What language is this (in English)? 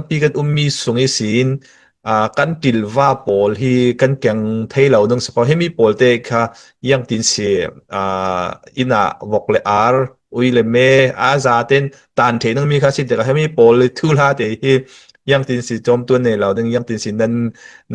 Falam Chin